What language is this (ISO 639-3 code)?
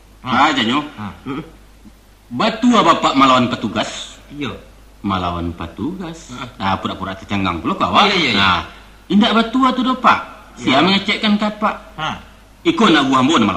min